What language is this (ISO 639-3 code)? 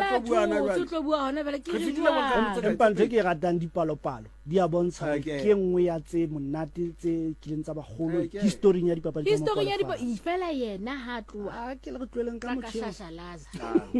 sot